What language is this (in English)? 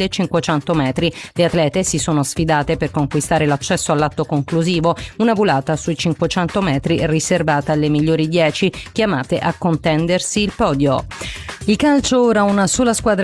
Italian